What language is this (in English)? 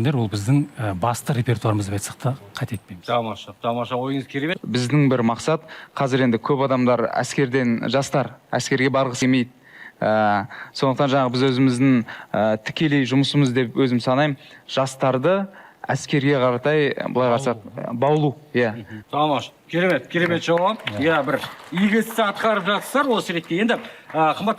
Kazakh